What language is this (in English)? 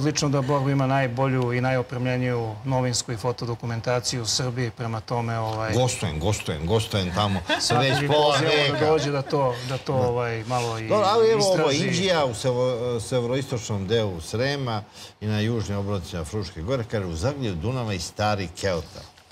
Serbian